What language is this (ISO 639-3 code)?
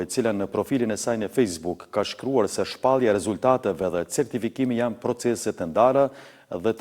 sqi